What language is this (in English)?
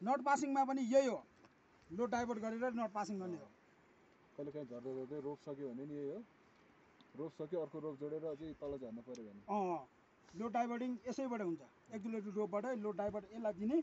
Nepali